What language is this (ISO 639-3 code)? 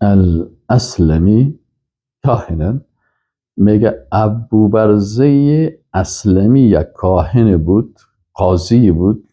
fas